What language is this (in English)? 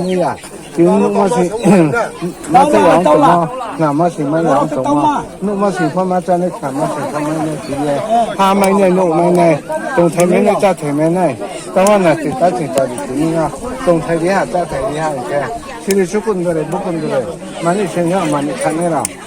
Riang (India)